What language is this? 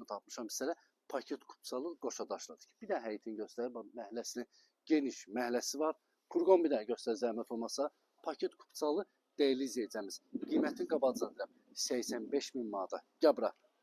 Azerbaijani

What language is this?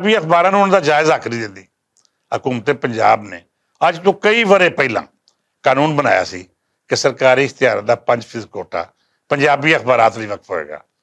Western Panjabi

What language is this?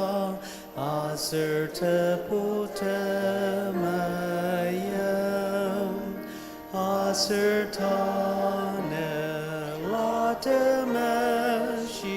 Ao Naga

